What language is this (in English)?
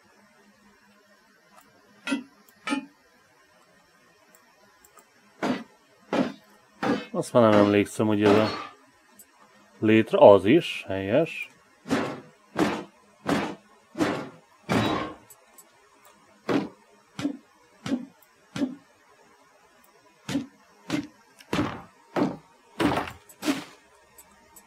Hungarian